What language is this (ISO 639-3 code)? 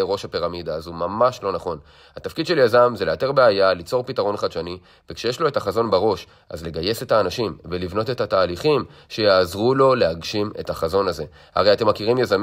heb